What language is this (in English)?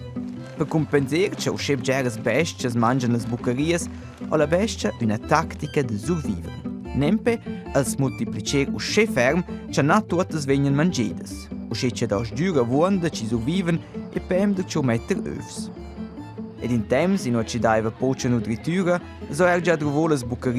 Romansh